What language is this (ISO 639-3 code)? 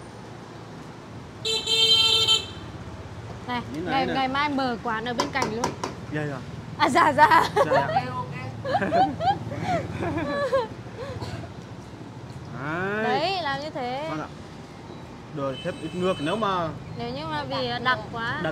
vie